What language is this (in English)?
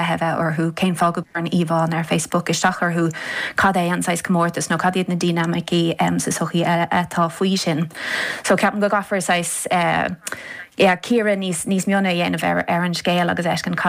Irish